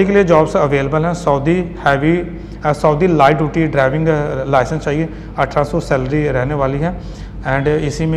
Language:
Hindi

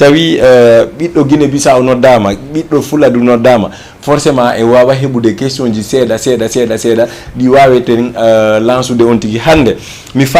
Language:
Fula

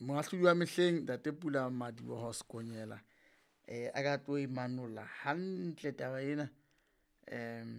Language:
Southern Sotho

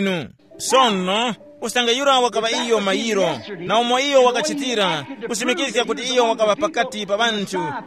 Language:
Tumbuka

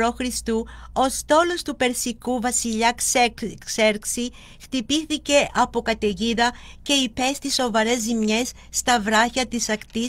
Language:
Greek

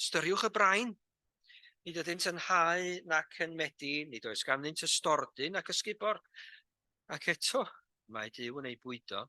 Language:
Welsh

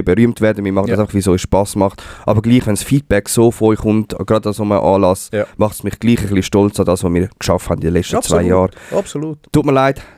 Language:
Swiss German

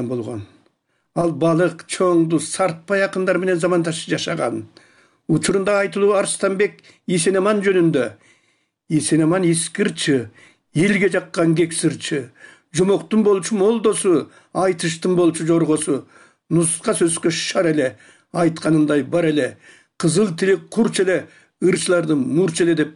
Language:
Kyrgyz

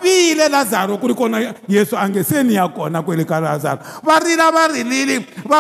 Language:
Tsonga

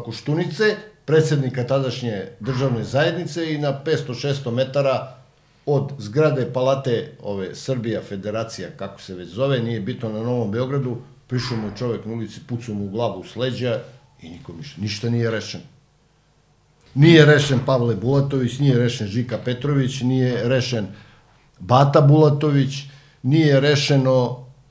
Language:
Serbian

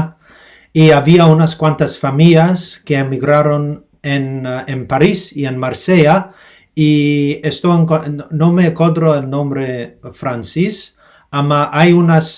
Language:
Ladino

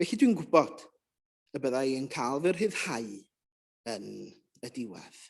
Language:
Welsh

